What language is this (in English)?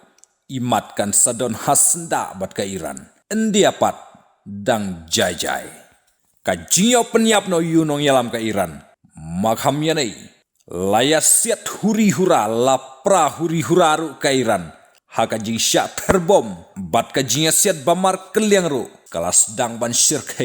Khasi